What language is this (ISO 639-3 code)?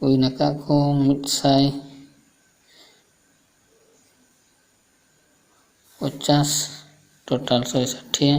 sat